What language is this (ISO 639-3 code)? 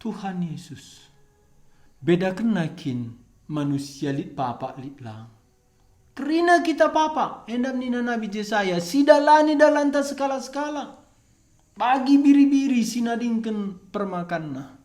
btx